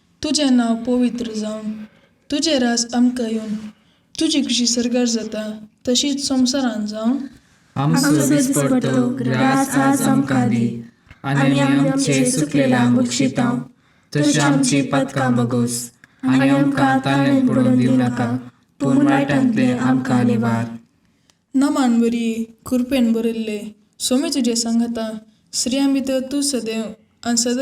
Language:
Konkani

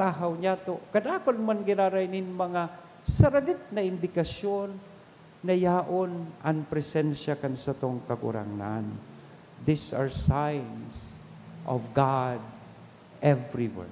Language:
Bikol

